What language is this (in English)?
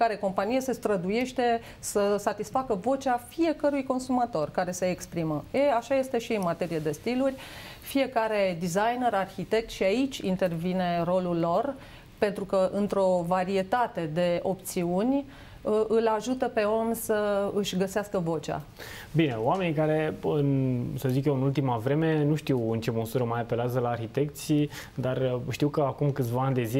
Romanian